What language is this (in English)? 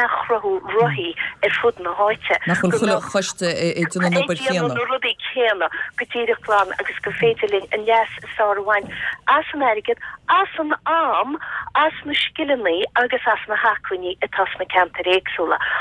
Irish